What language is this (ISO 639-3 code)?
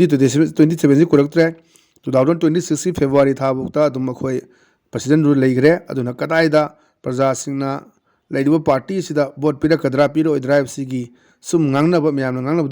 mni